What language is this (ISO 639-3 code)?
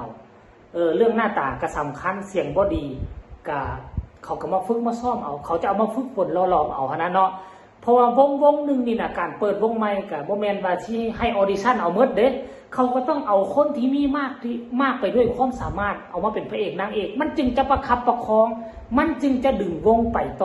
tts